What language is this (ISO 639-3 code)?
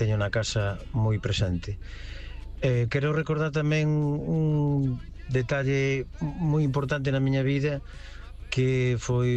glg